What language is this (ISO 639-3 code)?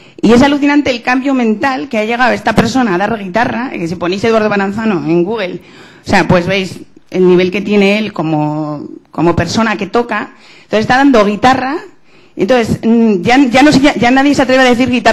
spa